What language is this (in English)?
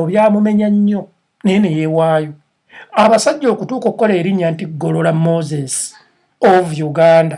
Ganda